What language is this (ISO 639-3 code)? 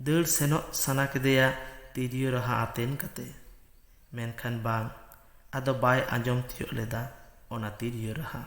sat